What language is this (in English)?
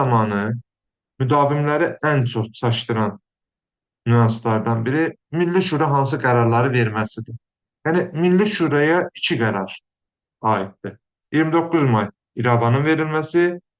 Azerbaijani